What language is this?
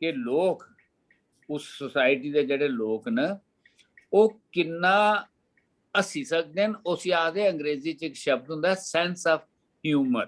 Dogri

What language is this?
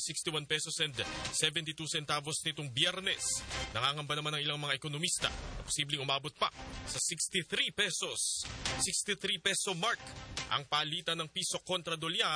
Filipino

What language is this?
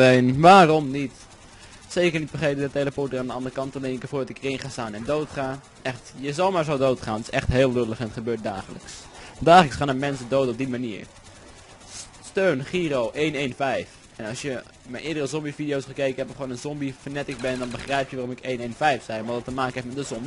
Dutch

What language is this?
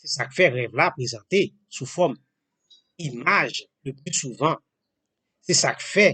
Haitian Creole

